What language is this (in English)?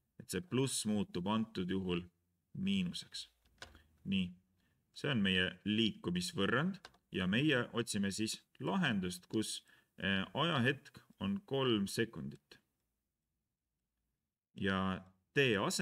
Estonian